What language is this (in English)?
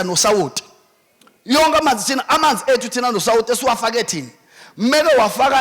Zulu